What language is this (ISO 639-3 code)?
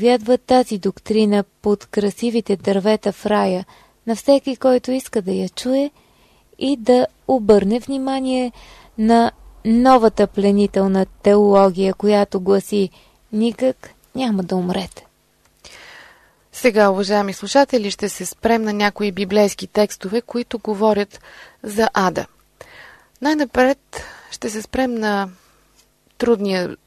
bul